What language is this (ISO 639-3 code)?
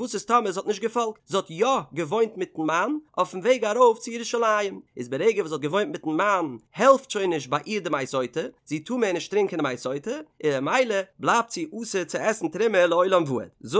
yid